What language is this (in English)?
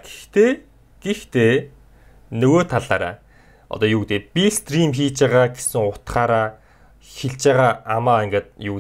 Mongolian